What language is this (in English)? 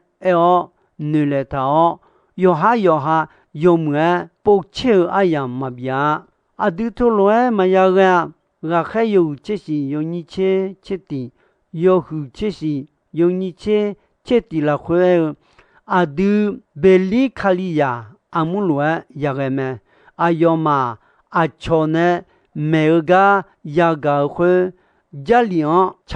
Akha